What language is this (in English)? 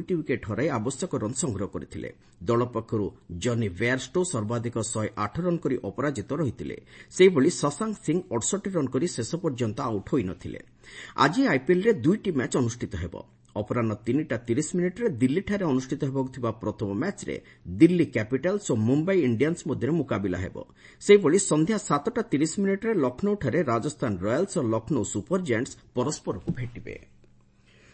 Odia